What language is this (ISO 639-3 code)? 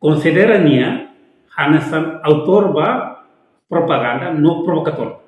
tet